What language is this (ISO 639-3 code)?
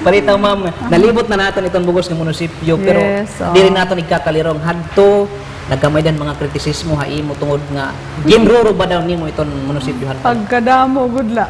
war